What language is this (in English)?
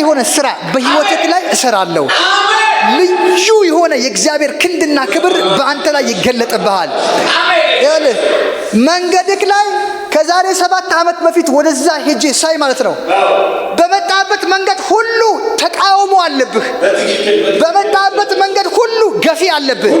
Amharic